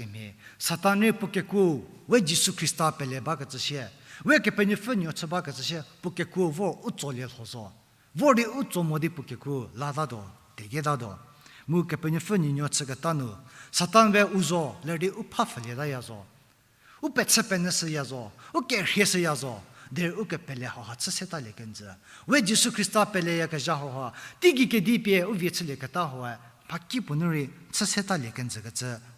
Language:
Angami Naga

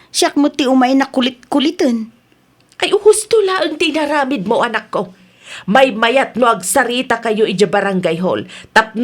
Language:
Iloko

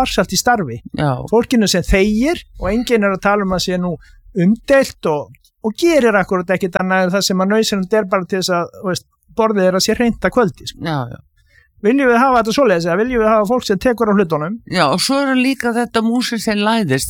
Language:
Icelandic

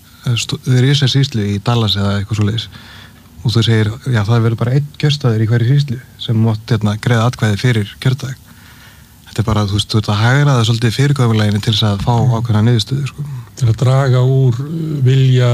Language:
Icelandic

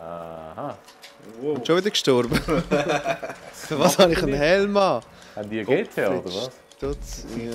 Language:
Swiss German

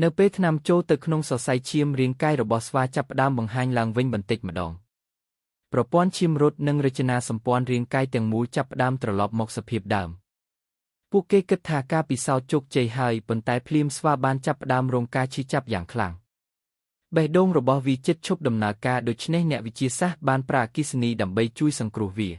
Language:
Khmer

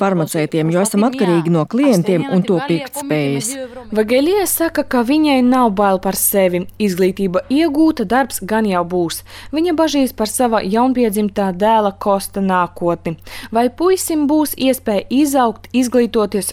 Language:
Latvian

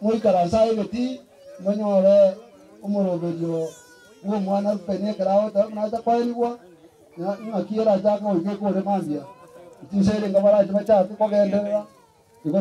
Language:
Gusii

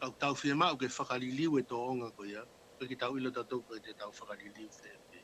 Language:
Tongan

